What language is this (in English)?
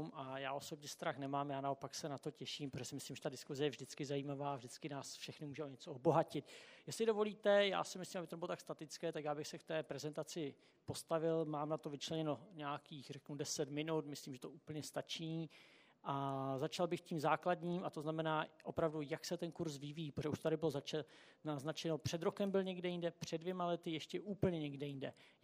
Czech